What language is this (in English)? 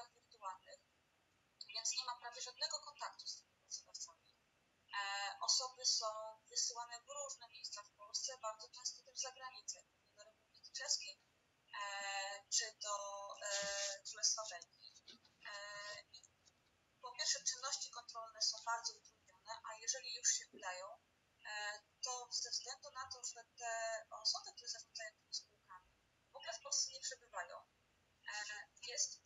Polish